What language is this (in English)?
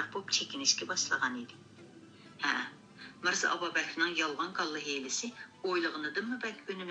Uyghur